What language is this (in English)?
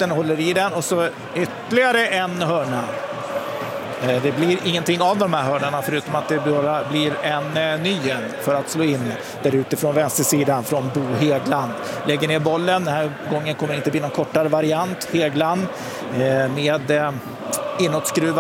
Swedish